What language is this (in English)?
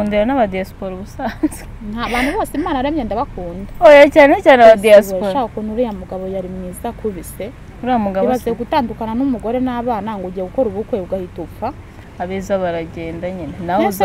Kinyarwanda